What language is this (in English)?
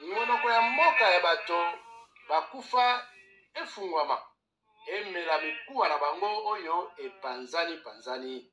Lingala